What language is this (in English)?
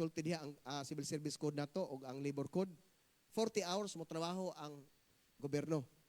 Cebuano